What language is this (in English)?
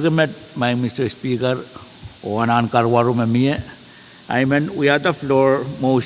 Pohnpeian